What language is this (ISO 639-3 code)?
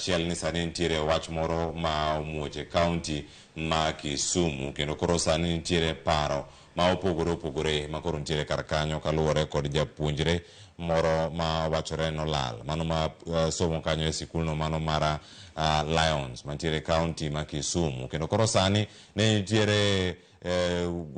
luo